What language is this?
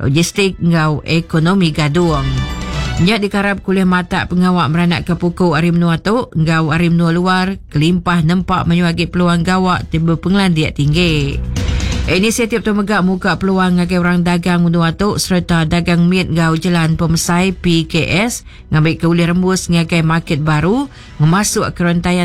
Iban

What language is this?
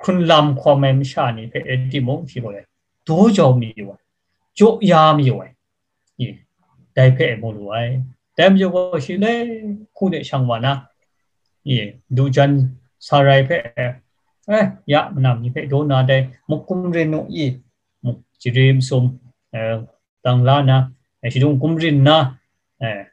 Kachin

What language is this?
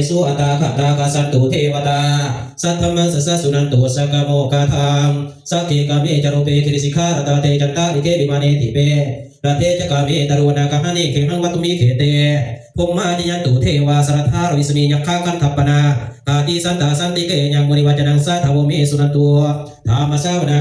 Pali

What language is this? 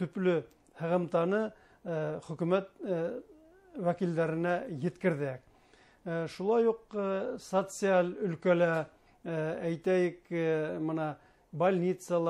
Bashkir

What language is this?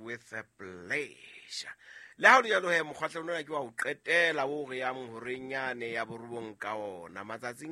Southern Sotho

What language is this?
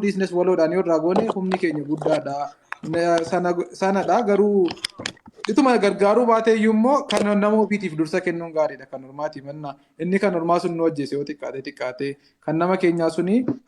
Oromo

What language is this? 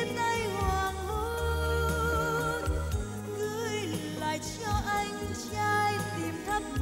Vietnamese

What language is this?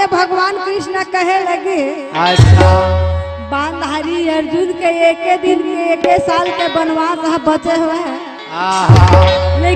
Chhattisgarhi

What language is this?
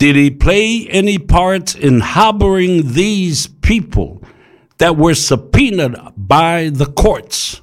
Samoan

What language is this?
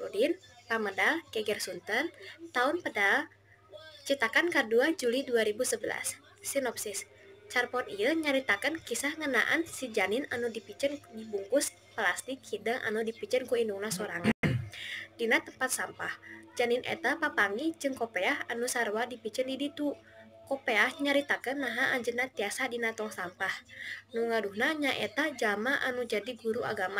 Sundanese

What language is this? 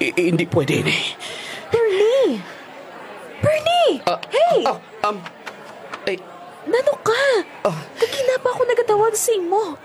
Hiligaynon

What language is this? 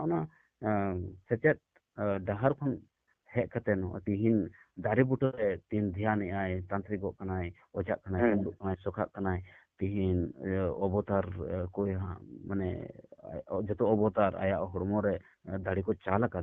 Santali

